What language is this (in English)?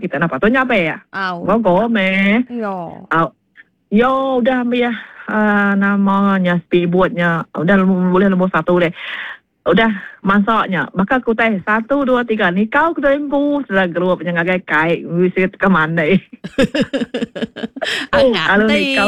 Iban